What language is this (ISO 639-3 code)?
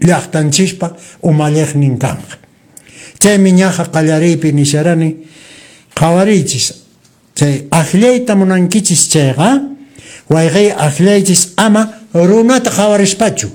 que